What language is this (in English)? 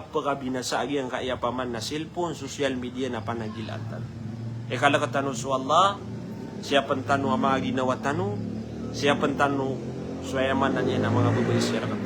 Maranao